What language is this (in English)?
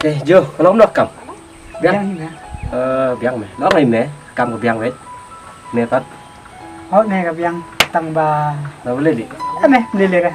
Khasi